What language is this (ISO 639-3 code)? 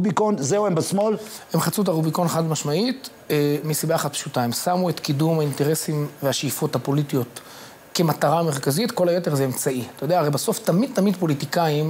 heb